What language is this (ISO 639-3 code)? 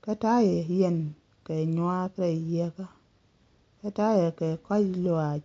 nus